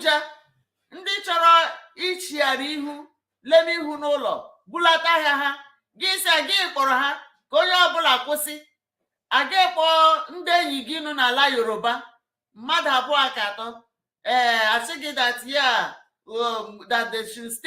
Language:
Igbo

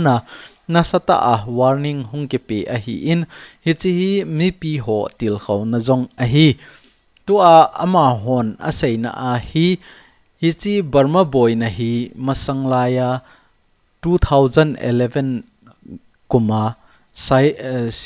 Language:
Thado Chin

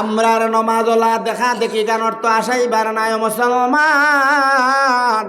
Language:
Sylheti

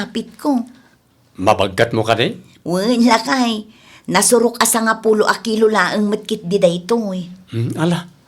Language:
Iloko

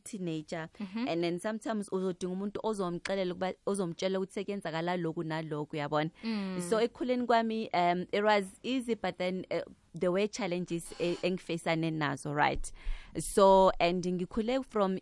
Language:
South Ndebele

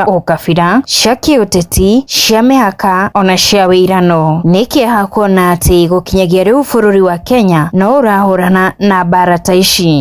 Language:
Kikuyu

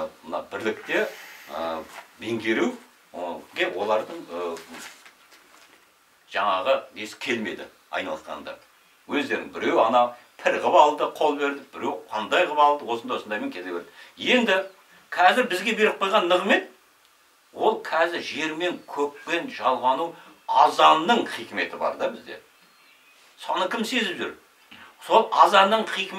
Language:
Kazakh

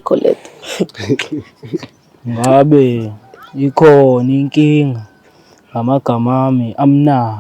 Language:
Zulu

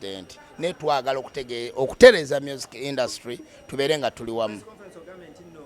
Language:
Ganda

